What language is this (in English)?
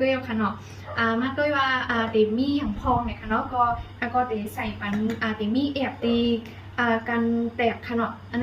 Shan